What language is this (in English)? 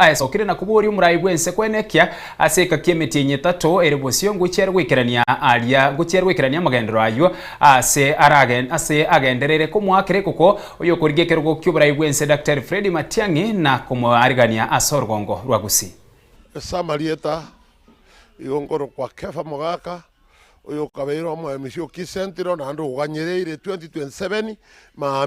Gusii